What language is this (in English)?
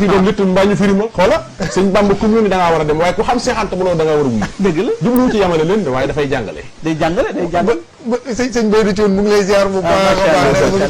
Wolof